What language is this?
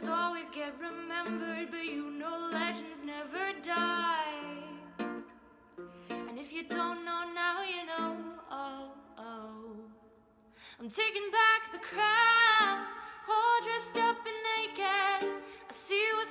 English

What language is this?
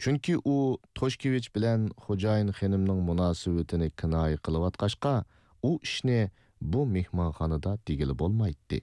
Uyghur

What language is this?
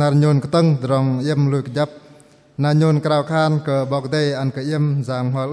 Bahnar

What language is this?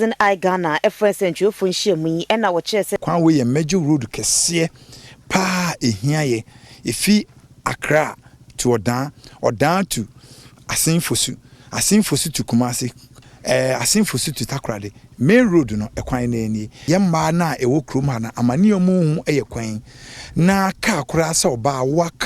Akan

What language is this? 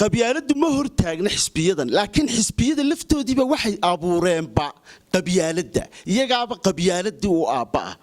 Somali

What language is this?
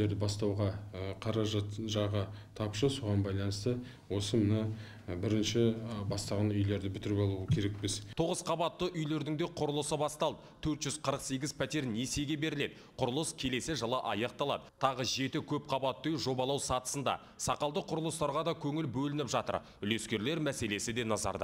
Kazakh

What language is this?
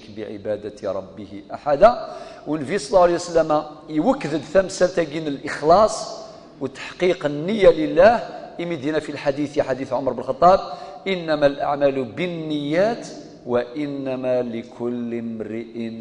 Kabyle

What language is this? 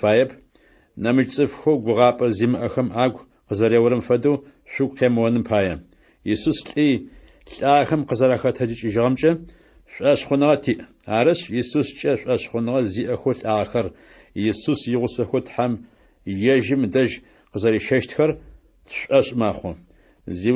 Adyghe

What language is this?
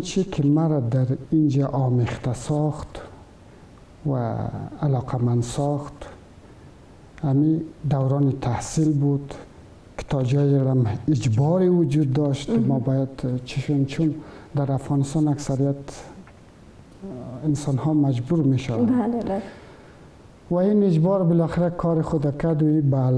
Persian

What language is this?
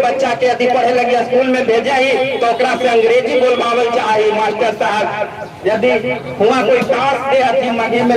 Magahi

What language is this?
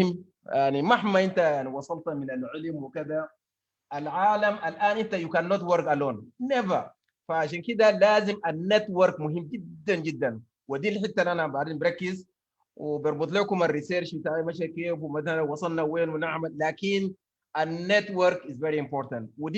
Sudanese Arabic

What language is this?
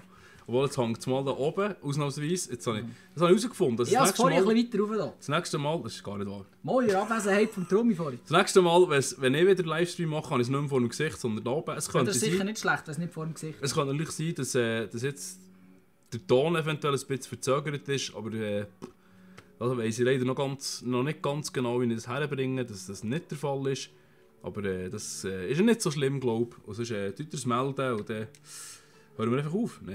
Swiss German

